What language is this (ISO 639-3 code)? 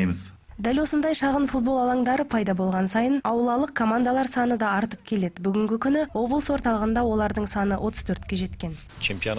kaz